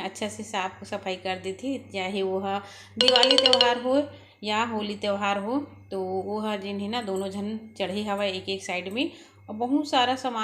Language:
Chhattisgarhi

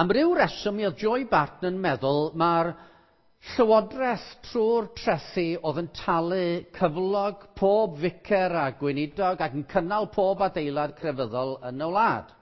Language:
Welsh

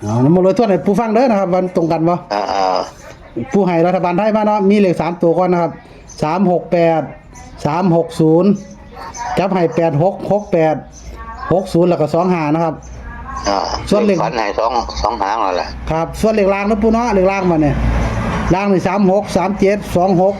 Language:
Northeastern Thai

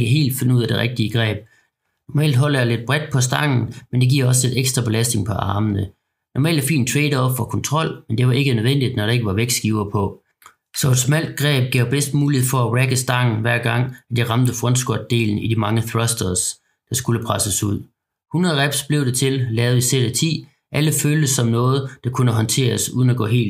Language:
Danish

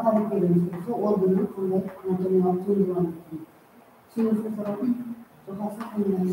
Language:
Kara-Kalpak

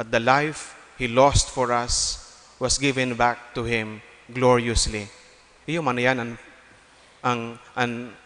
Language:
Bikol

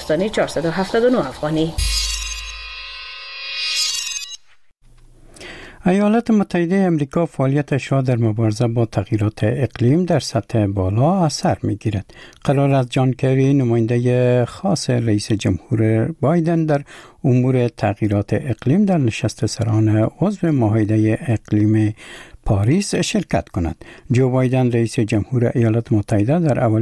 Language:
Persian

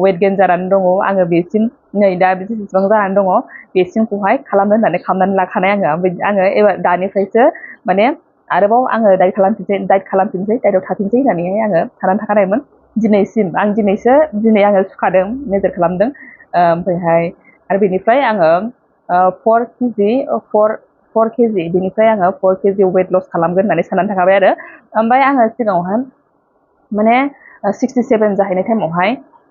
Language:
Bodo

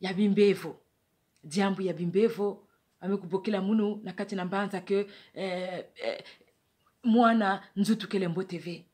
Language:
Kituba (Democratic Republic of Congo)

